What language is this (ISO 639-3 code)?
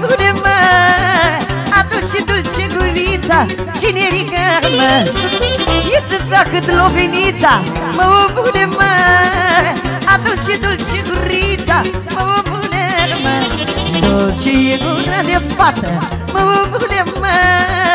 ron